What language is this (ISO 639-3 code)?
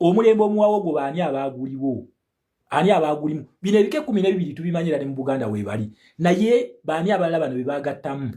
lug